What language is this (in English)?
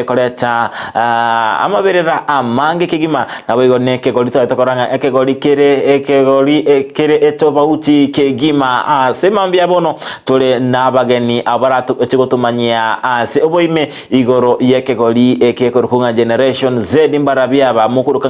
Gusii